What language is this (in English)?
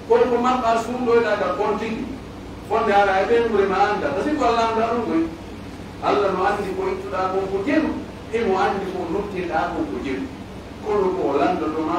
Pular